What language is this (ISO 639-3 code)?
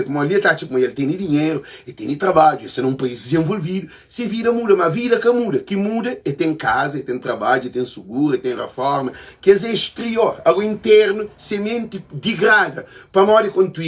kea